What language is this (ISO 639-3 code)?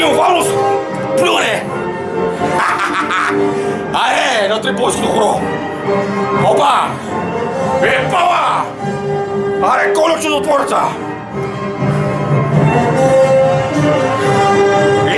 bul